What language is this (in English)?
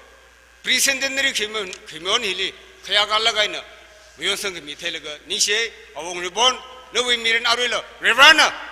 Tangkhul Naga (India)